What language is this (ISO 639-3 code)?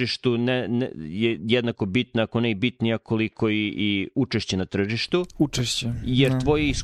srp